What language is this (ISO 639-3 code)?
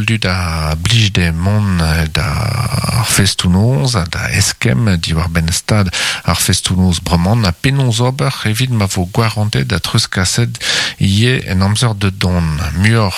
bre